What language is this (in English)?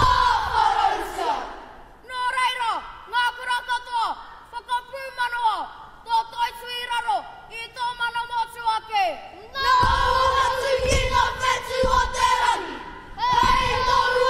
Māori